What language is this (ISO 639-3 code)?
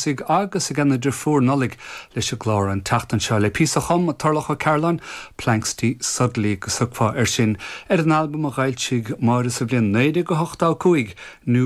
gle